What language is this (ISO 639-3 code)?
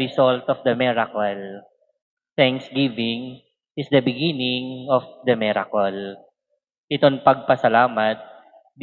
war